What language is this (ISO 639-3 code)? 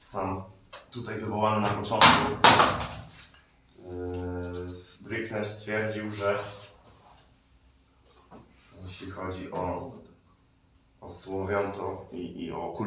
pol